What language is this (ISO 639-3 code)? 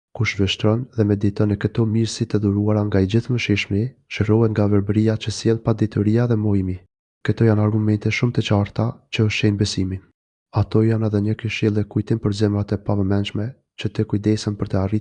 sqi